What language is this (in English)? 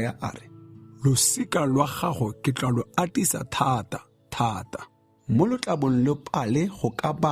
Tswana